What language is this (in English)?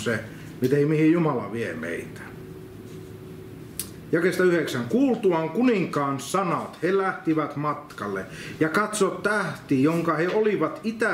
Finnish